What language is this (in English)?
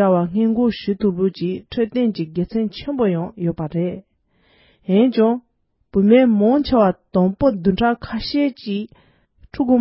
Tibetan